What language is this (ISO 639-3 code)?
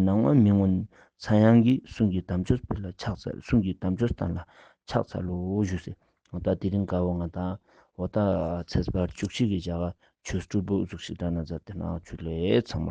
lbj